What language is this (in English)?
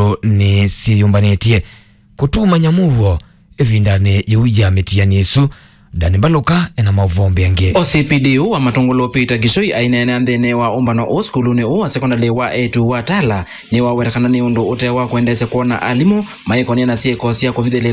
Kamba